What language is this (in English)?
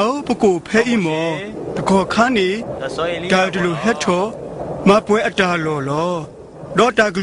S'gaw Karen